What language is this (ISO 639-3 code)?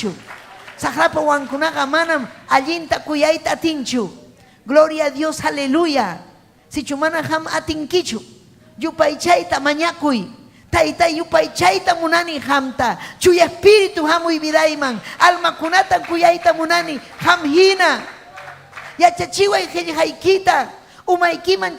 quy